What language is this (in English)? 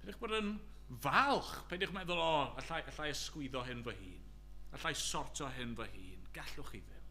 Welsh